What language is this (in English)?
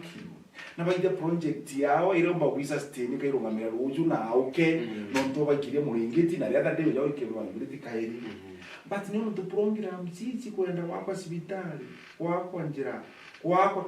Meru